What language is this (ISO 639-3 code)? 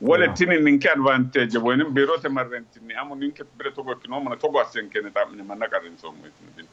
sid